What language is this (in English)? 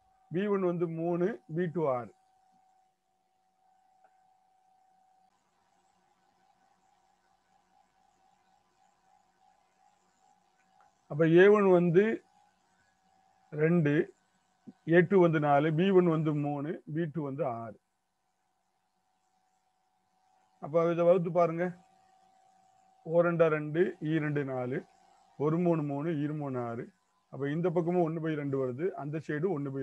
Tamil